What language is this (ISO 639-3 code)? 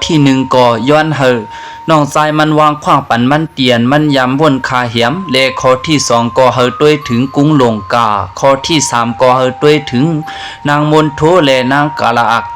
lao